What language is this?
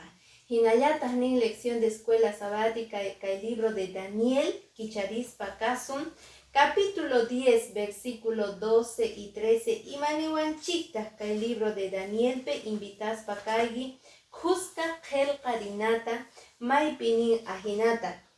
Quechua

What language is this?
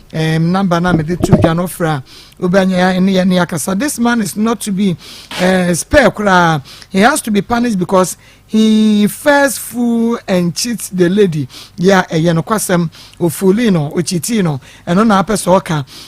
Akan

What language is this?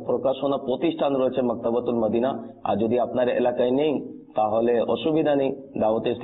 Bangla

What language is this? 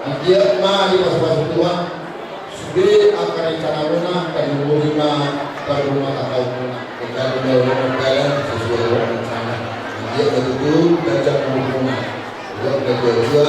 Batak Toba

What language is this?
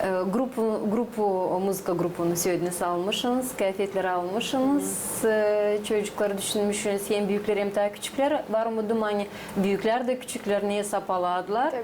Gagauz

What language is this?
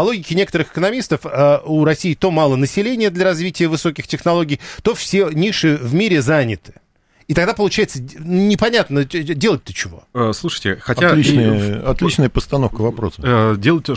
Russian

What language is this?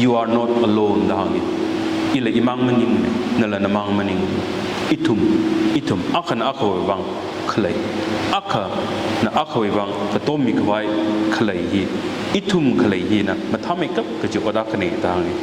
Tangkhul Naga (India)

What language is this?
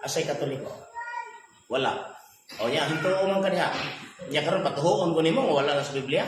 Cebuano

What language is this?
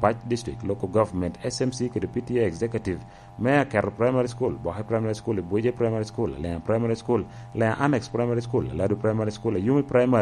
Lango (Uganda)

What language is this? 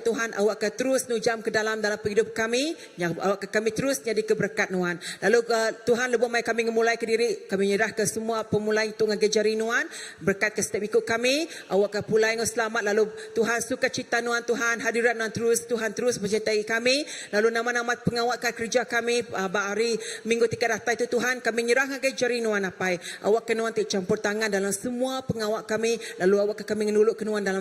Iban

